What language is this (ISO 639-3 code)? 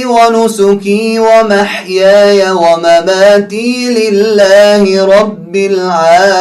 fas